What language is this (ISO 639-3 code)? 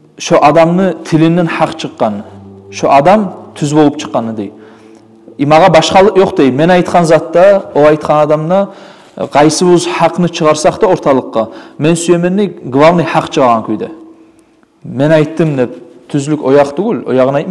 kum